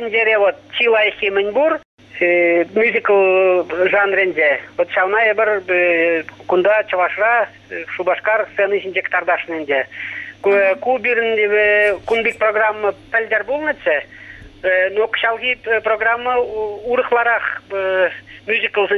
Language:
Chuvash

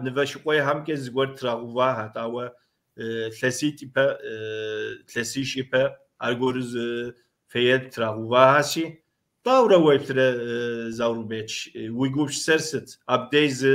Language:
Kabardian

